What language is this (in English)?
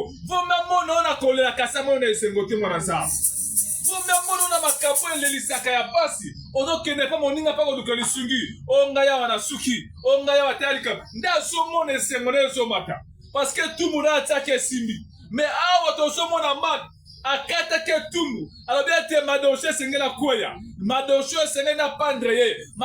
Lingala